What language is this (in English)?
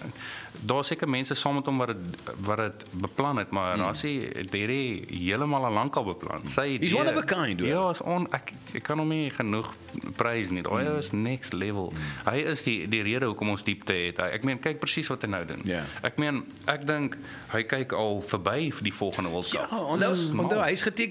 Afrikaans